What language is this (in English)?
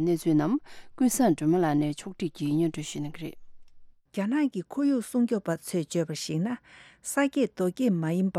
Tibetan